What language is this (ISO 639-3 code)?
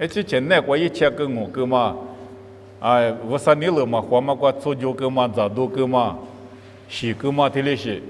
lis